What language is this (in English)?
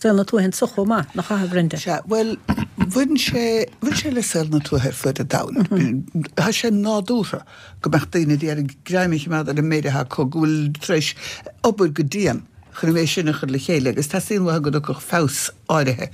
Irish